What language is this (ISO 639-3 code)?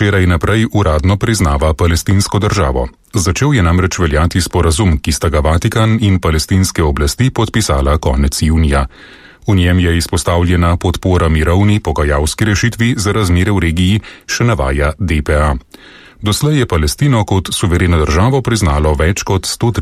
slv